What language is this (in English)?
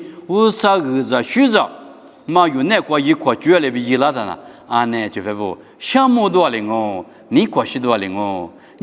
Lisu